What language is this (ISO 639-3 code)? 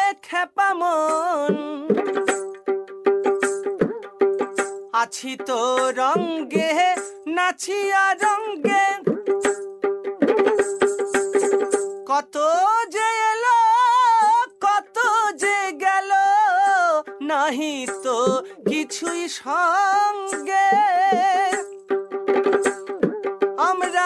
ben